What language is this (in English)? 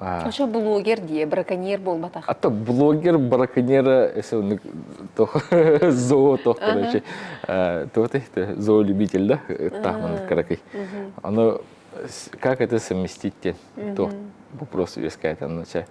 Yakut